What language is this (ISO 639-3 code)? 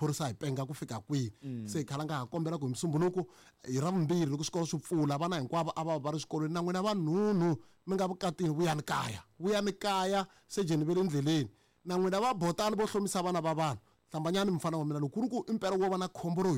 tso